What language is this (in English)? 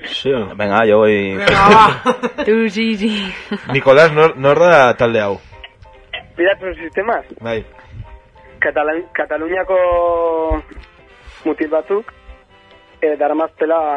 Basque